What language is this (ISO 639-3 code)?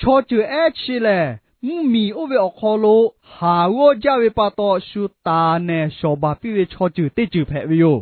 lhu